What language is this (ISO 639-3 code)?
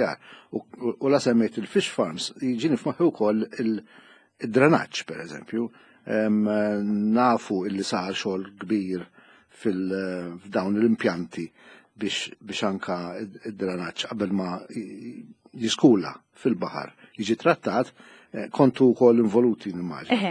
mlt